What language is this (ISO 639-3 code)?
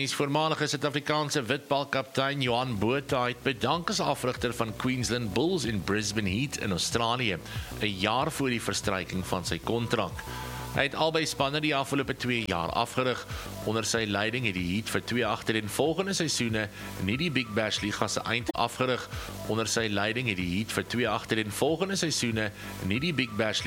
afr